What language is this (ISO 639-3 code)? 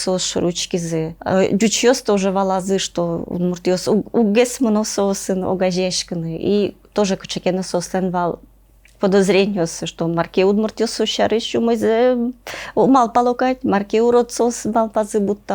udm